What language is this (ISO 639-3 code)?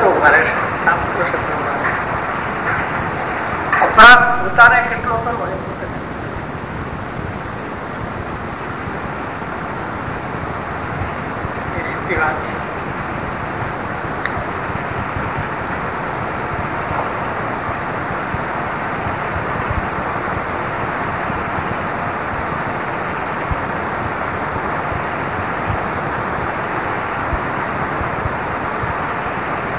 guj